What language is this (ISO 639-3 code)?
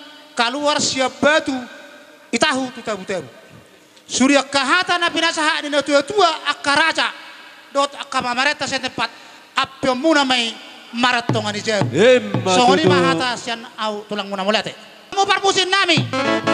bbc